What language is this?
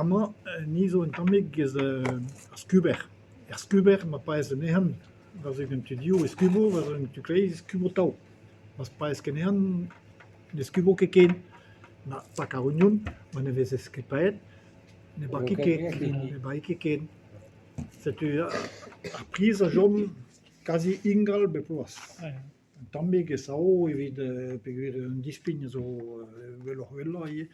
Breton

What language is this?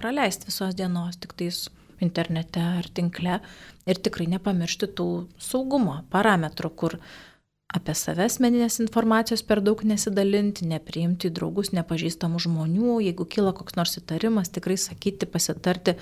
Lithuanian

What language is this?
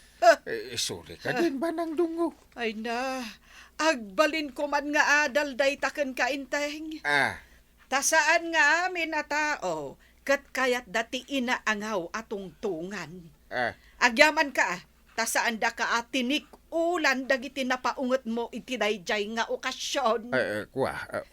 Iloko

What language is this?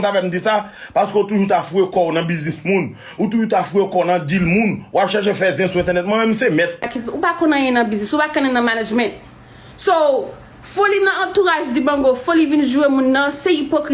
Haitian Creole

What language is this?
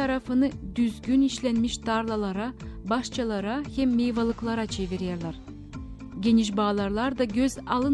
Gagauz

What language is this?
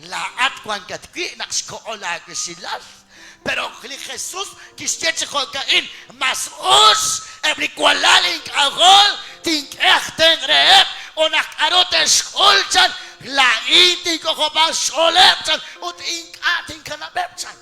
Kekchí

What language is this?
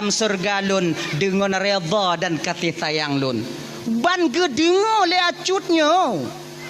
Achinese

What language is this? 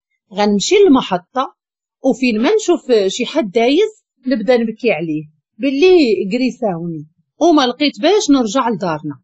Moroccan Arabic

